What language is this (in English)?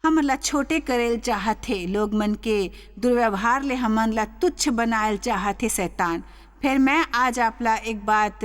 Chhattisgarhi